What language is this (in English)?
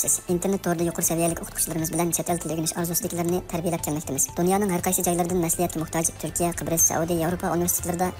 Uyghur